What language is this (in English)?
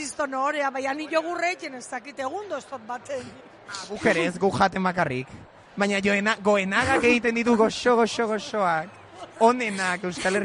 Basque